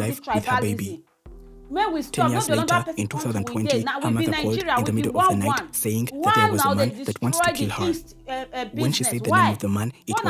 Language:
Nigerian Pidgin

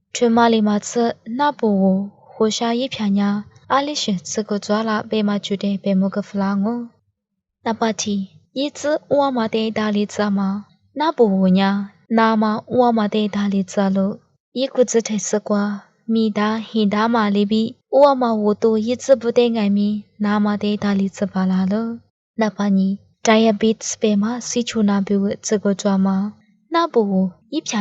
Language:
Lisu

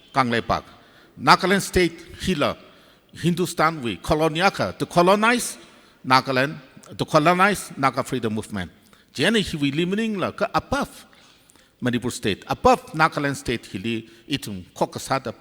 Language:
Tangkhul Naga (India)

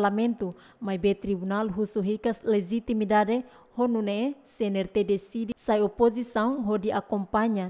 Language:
Tetum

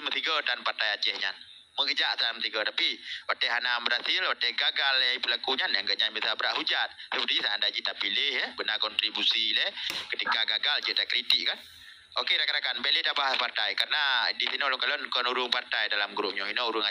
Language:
Achinese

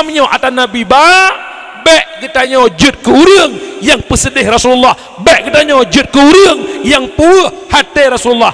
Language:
Achinese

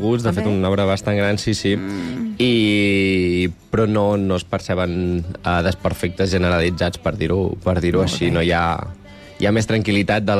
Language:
Catalan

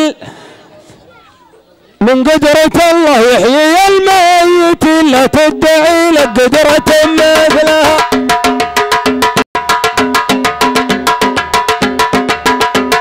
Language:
Arabic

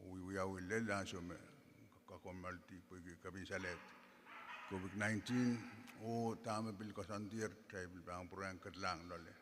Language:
Pohnpeian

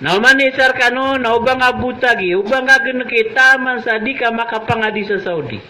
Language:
Maranao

